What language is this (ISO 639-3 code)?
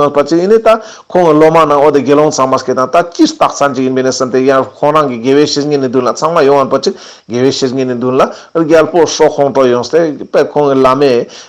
lbj